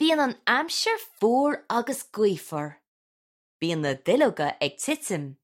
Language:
Irish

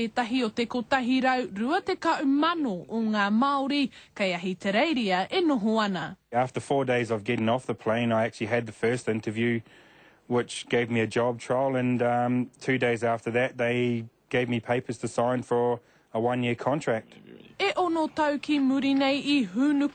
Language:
Māori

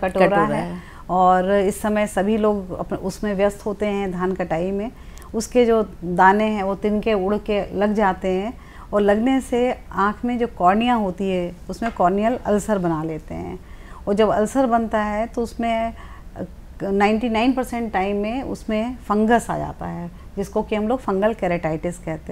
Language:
Hindi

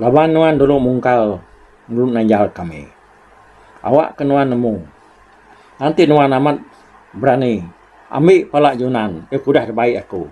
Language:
Iban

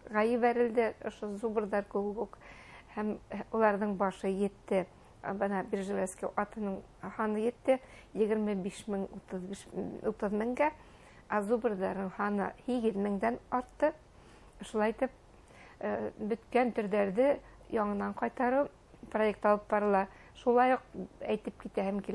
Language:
Bashkir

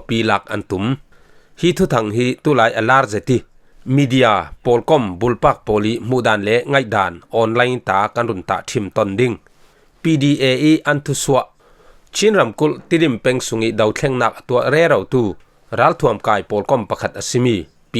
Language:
Falam Chin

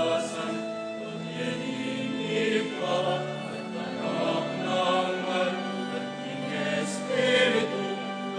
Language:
Pampanga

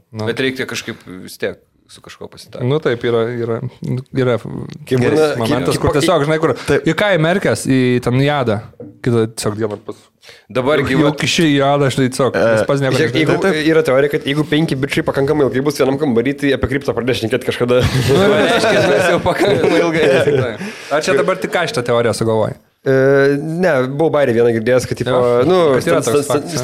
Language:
Lithuanian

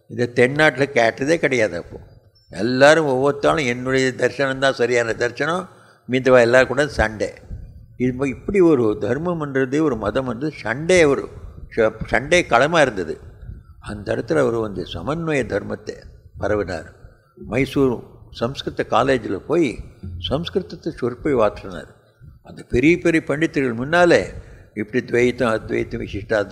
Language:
Tamil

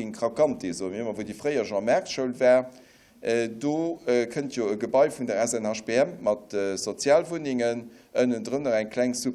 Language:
Luxembourgish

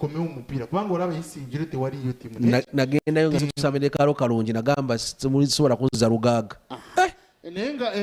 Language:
Nyankole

